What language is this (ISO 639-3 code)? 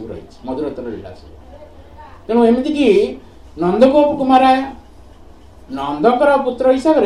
ori